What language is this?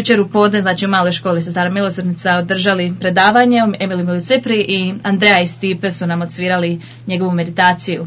Croatian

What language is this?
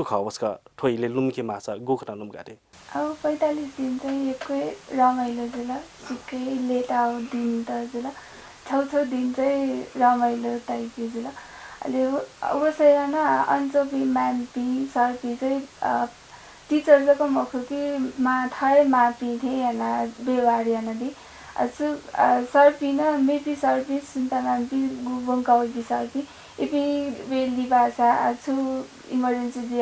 Newari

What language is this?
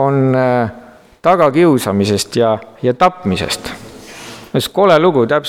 Estonian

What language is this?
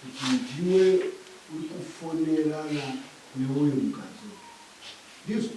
Shona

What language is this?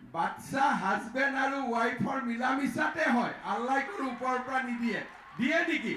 Assamese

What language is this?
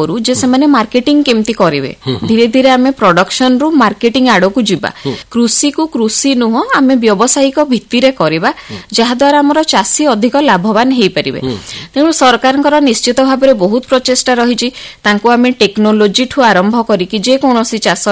Odia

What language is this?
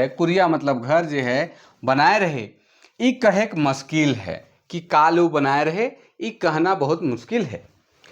Sadri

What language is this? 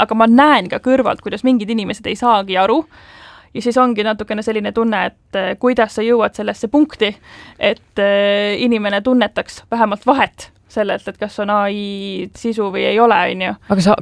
Estonian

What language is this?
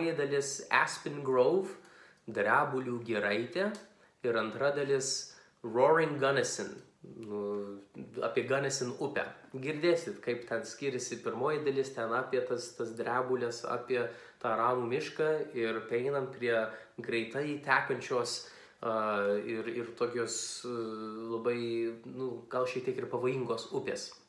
Lithuanian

